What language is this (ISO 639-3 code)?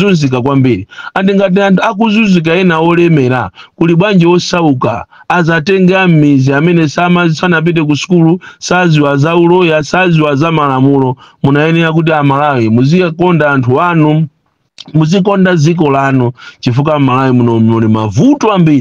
nya